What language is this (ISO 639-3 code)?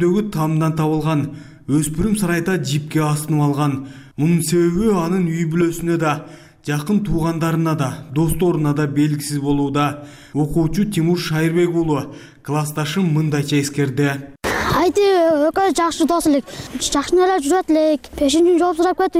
kir